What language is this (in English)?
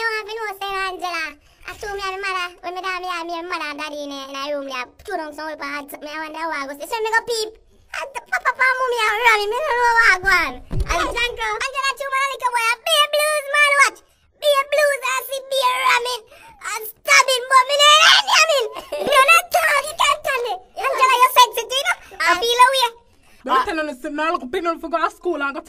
Jamaican Creole English